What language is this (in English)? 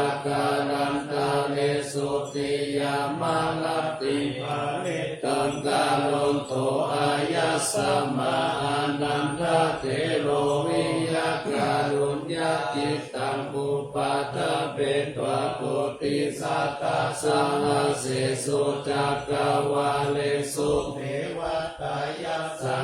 Pali